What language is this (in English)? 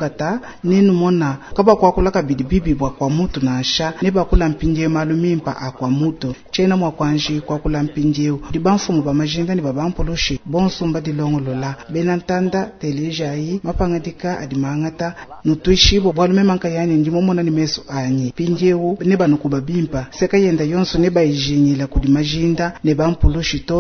Luba-Lulua